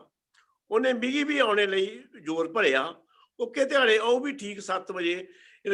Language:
Dogri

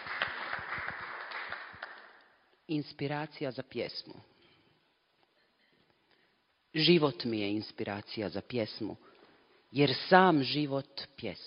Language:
Croatian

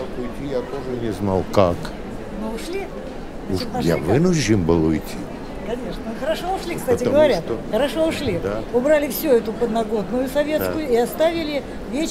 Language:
Russian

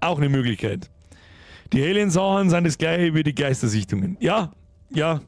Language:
Bavarian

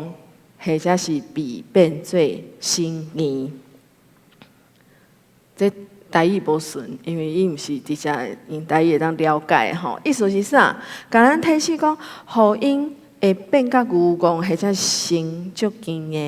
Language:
Min Nan Chinese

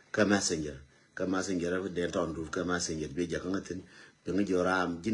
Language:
Nuer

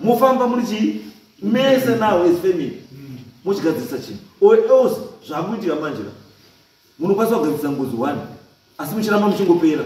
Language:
Shona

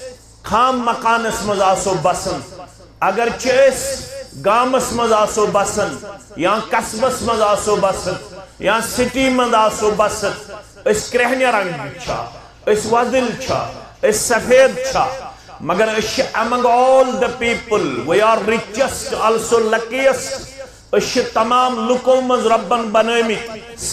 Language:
Kashmiri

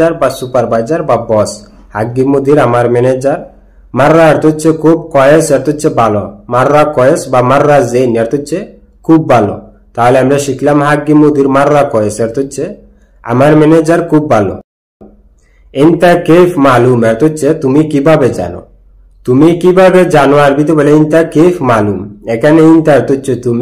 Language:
Bangla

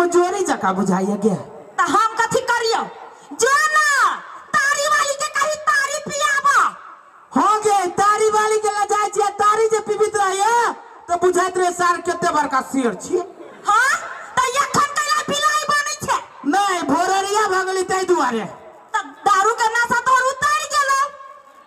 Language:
Maithili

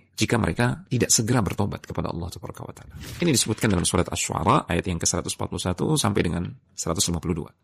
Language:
Indonesian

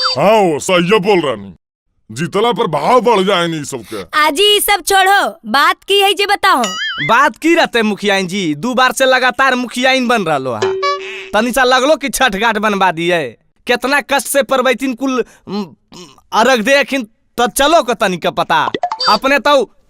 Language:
Magahi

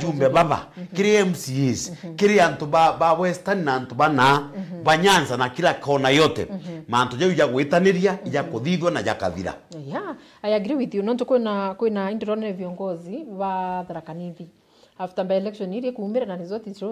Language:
Meru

